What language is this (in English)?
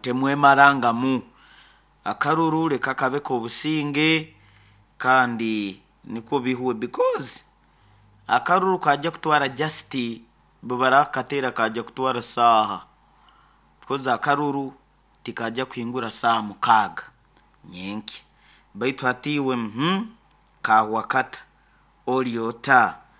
Nyoro